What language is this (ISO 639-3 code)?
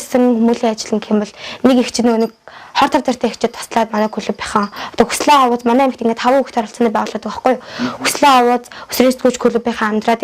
mon